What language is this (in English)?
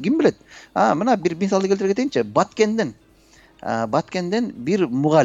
Kyrgyz